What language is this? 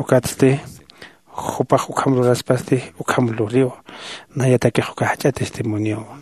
Aymara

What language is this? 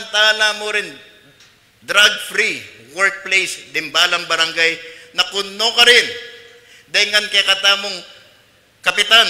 Pampanga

